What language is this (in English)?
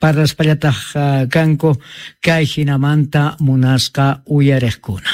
Quechua